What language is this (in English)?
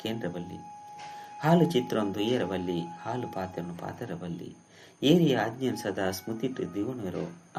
Tulu